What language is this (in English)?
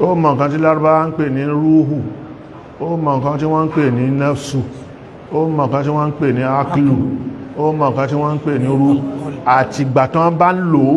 Yoruba